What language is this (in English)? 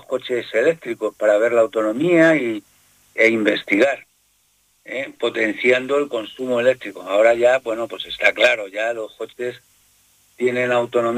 Spanish